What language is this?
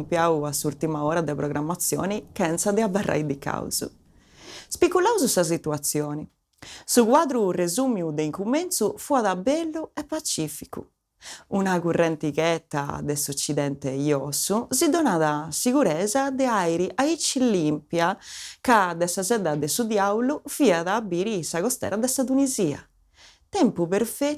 Sardinian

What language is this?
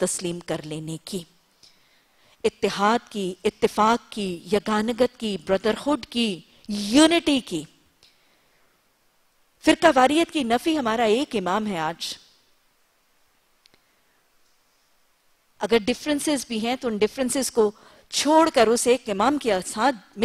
Urdu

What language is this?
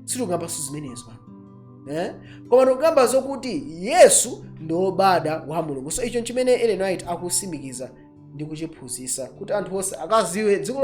Nyanja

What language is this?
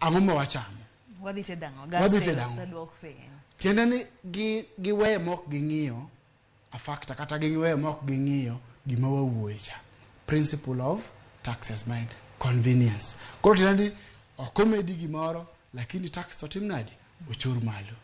Luo (Kenya and Tanzania)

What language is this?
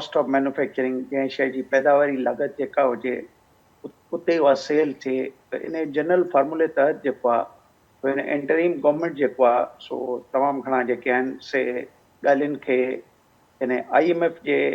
Sindhi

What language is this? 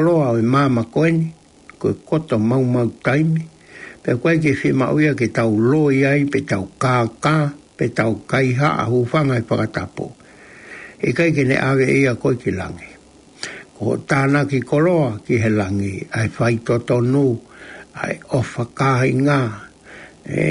Tongan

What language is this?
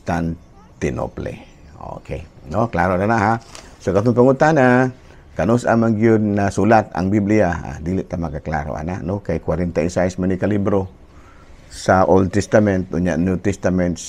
Cebuano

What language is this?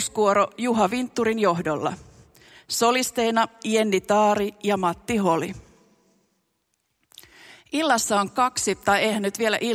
Finnish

